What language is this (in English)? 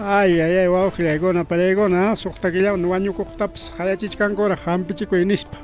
Ayacucho Quechua